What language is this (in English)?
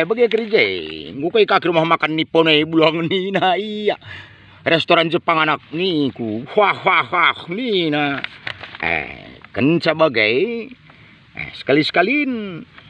Batak Karo